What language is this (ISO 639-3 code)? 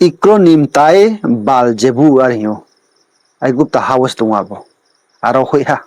ria